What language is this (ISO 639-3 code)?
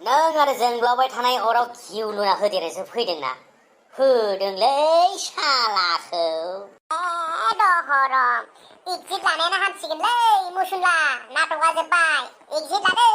brx